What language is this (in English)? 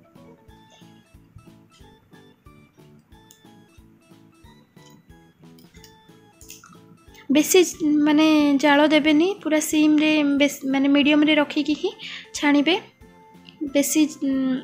Odia